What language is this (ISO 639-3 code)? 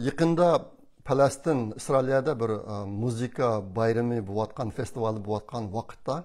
uig